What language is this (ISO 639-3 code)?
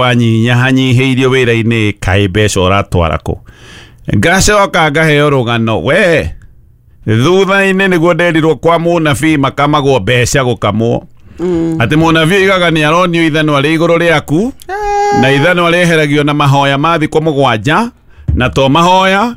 kik